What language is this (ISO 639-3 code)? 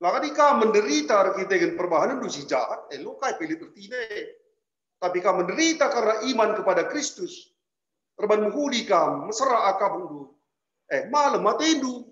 btx